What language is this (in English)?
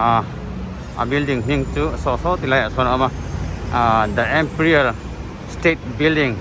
Mizo